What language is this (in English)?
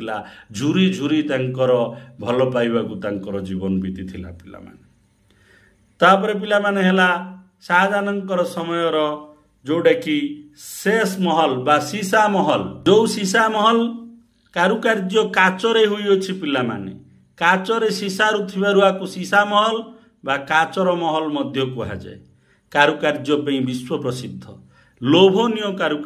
Odia